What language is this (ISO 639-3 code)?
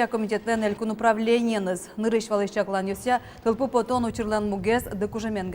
udm